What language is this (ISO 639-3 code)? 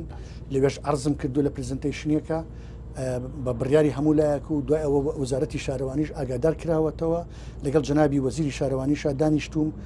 ckb